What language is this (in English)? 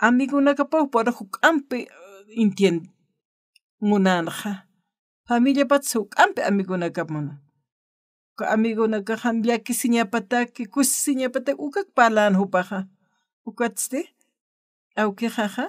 Aymara